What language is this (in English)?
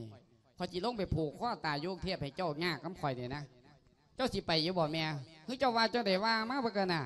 Lao